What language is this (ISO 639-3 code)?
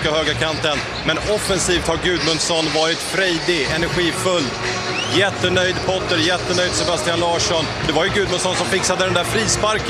swe